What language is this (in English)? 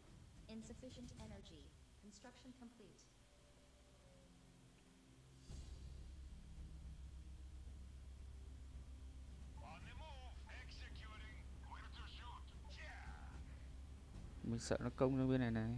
Vietnamese